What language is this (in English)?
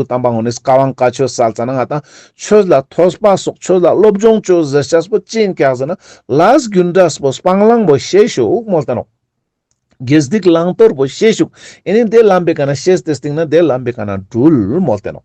Ladakhi